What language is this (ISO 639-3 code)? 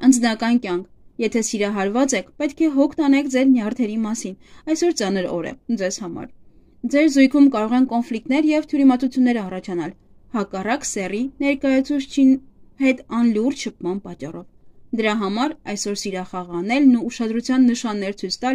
hye